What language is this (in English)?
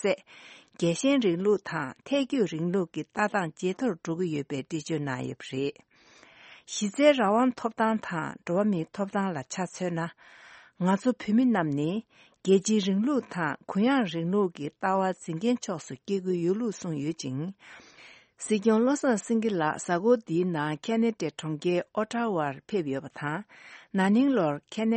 Tibetan